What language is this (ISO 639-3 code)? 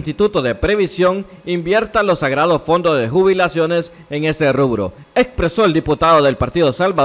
spa